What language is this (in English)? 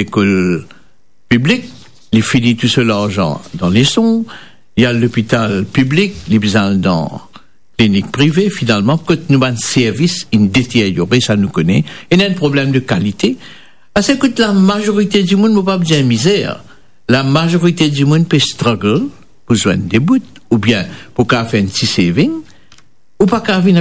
Morisyen